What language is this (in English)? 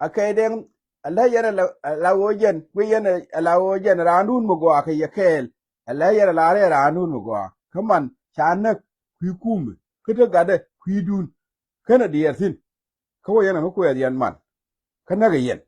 Nuer